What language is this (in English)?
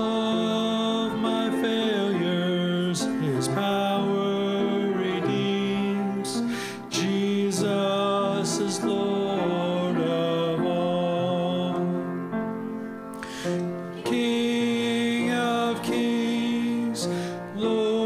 English